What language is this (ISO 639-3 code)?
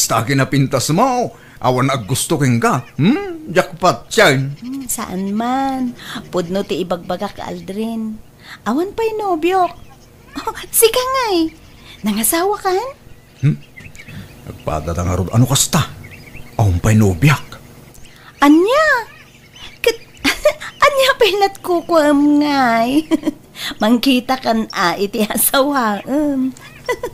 ilo